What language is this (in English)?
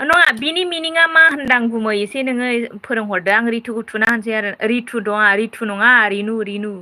Bodo